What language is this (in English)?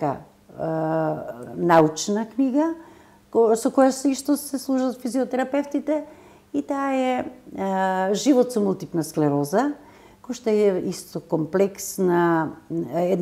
Macedonian